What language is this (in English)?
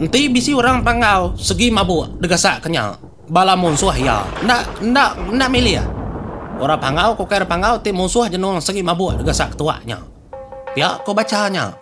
Iban